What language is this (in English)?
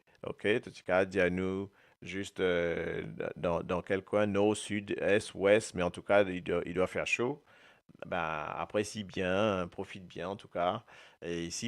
Morisyen